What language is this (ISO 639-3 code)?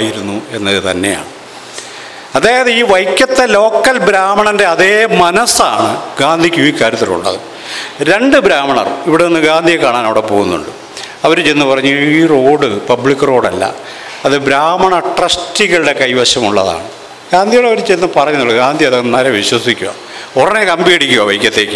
mal